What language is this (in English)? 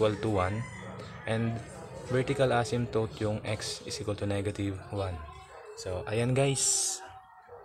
Filipino